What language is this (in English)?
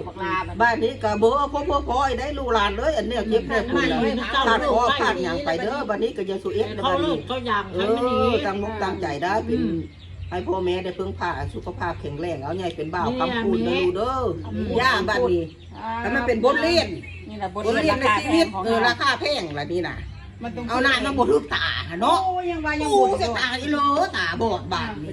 Northeastern Thai